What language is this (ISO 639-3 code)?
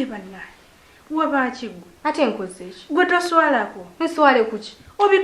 lug